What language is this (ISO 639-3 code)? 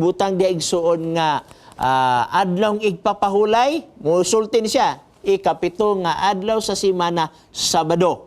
ceb